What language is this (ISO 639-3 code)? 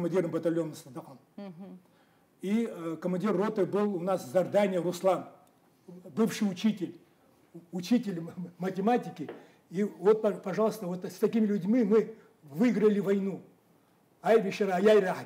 abk